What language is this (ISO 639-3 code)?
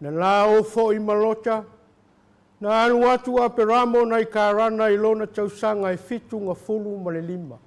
smo